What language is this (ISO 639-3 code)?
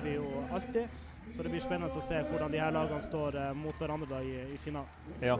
nor